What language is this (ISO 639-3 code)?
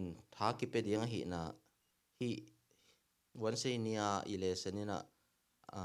ctd